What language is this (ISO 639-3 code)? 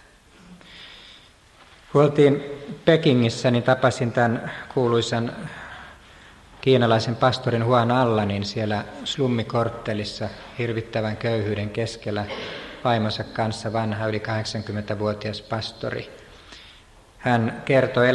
fin